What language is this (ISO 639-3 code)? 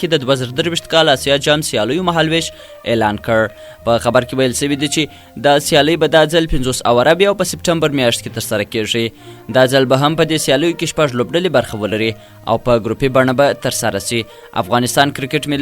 pus